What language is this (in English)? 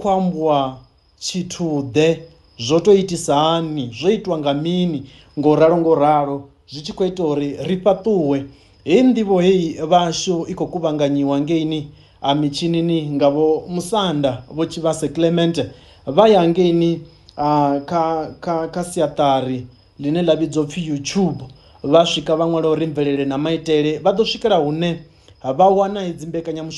Venda